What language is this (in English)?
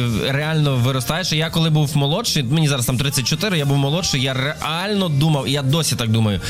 Ukrainian